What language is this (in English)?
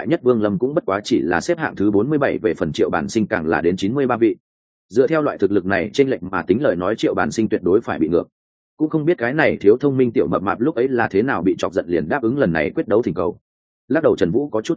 Vietnamese